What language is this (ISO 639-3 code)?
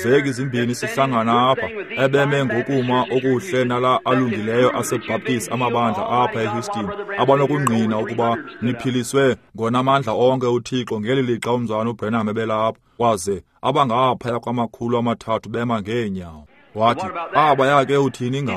xho